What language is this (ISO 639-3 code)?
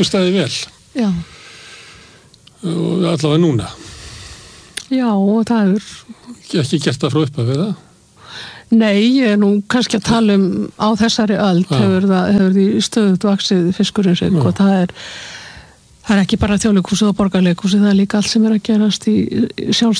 isl